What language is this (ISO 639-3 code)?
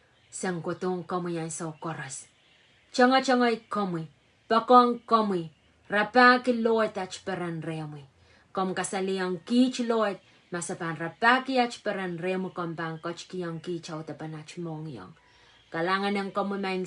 pon